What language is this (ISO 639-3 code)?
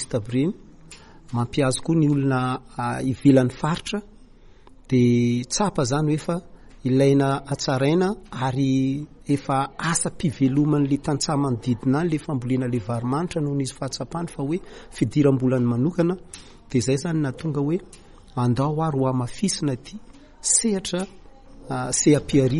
mlg